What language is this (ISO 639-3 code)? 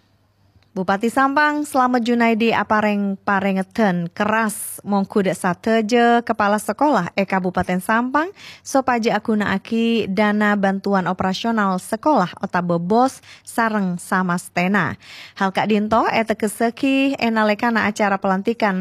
mad